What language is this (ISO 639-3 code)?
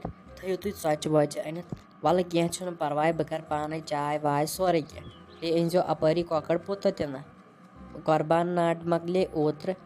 kas